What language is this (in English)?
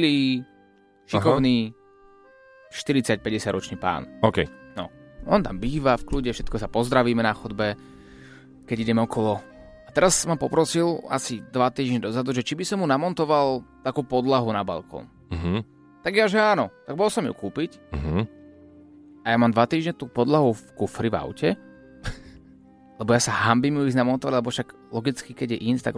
Slovak